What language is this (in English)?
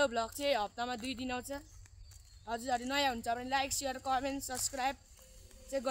Nepali